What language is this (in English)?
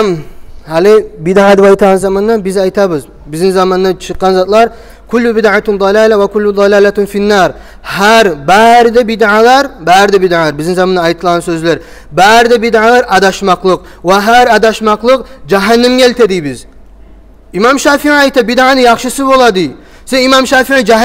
Kumyk